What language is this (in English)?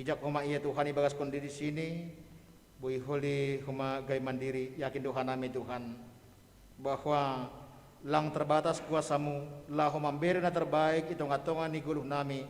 Batak Simalungun